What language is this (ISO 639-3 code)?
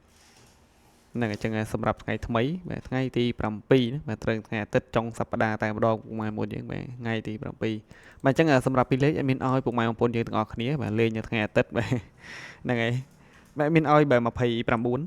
khm